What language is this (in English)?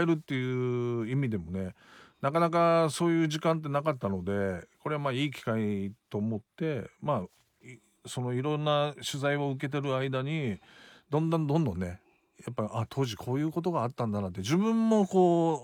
Japanese